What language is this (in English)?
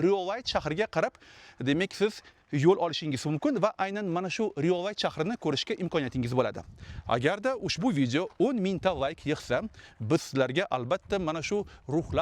Uzbek